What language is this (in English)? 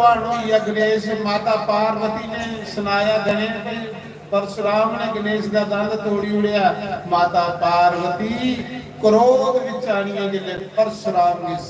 Dogri